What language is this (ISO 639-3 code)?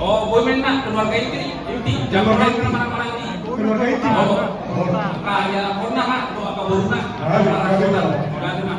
bbc